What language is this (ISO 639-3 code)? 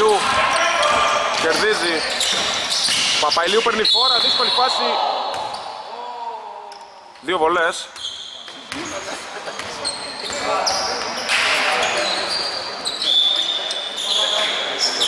ell